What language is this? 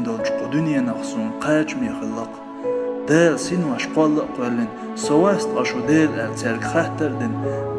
Chechen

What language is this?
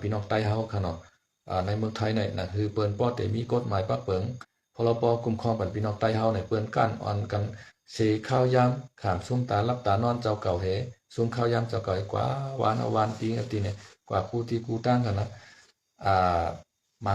Shan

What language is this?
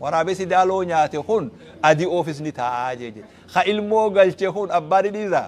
Oromo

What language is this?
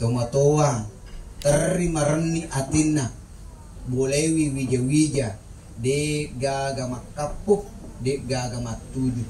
Buginese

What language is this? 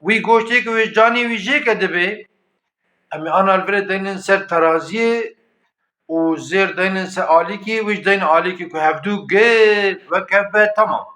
Kurdish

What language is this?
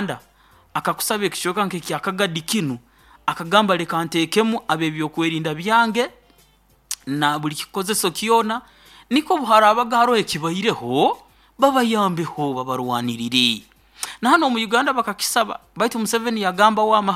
Nyoro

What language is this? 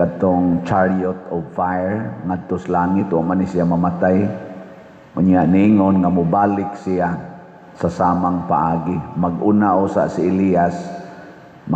Cebuano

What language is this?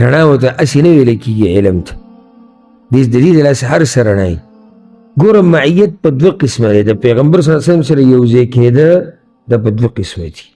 Pashto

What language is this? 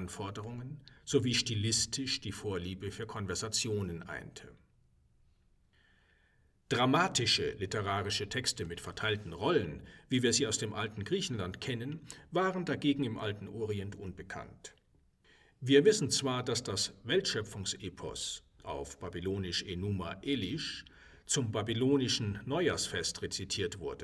German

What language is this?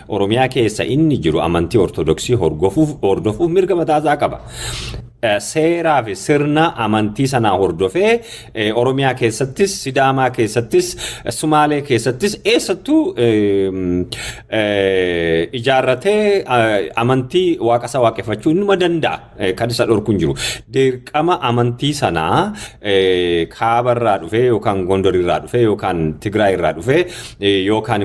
Oromo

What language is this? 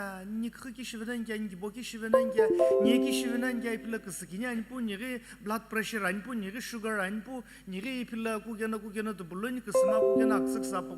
Sumi Naga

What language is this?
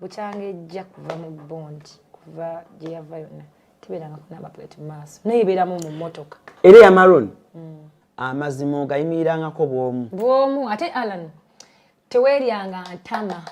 Ganda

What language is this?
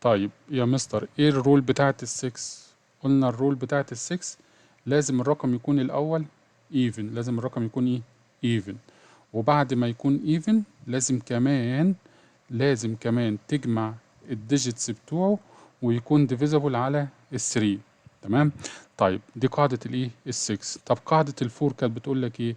Egyptian Arabic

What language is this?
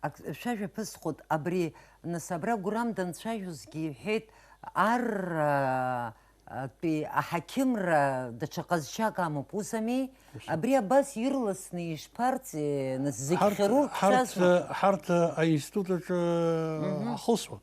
Abkhazian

